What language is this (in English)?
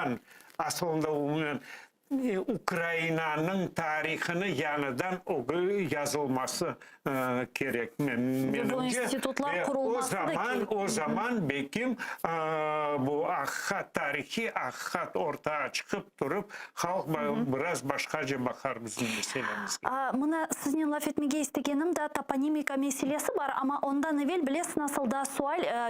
Crimean Tatar